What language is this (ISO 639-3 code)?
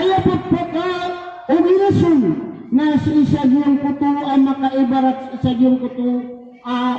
mrw